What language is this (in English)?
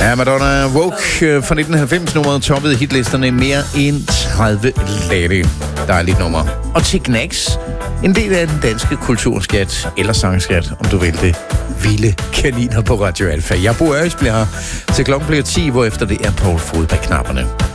Danish